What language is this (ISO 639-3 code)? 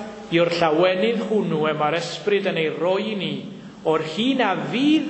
cym